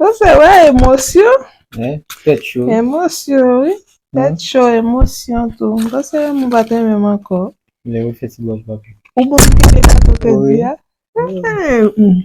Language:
Haitian Creole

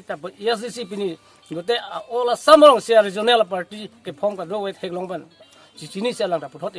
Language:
Karbi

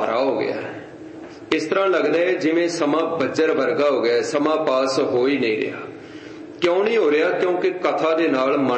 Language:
Punjabi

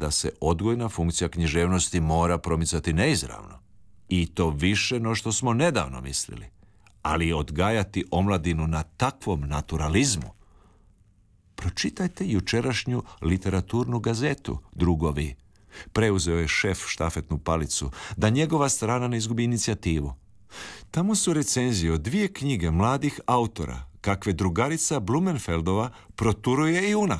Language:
Croatian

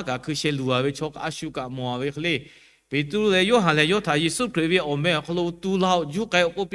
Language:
Lahu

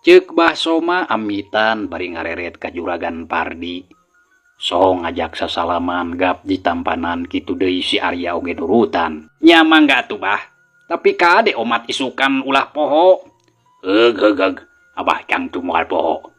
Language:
Sundanese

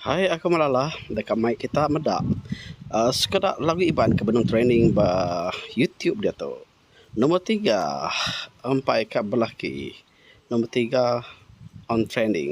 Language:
Iban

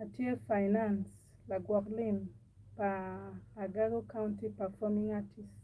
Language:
Acoli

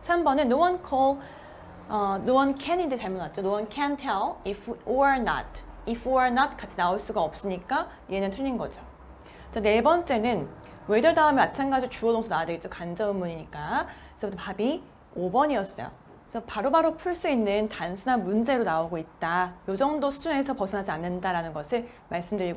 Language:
Korean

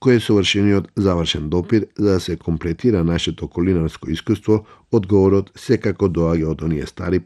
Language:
Macedonian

